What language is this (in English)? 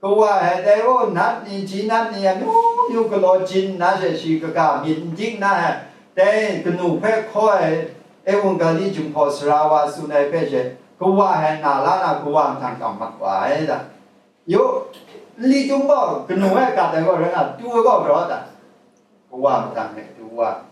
Kachin